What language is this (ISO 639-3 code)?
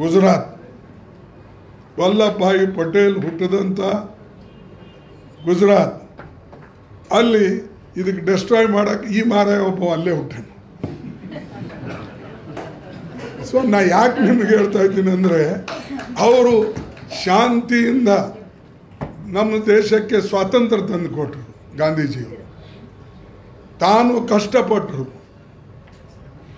kan